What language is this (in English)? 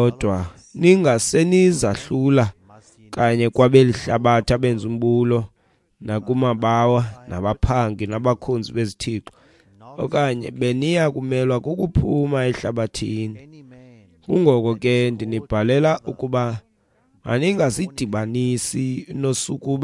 Xhosa